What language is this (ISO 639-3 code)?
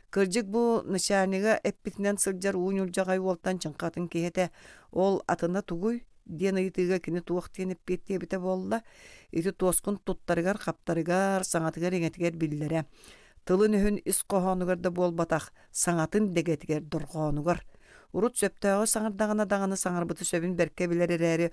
sah